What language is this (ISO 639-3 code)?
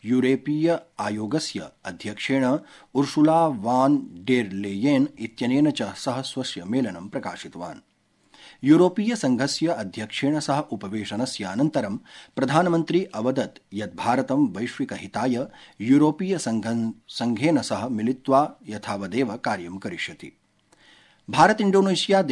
san